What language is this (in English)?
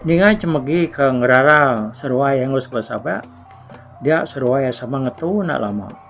Iban